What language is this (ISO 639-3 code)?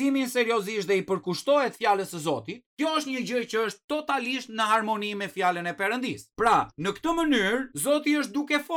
sqi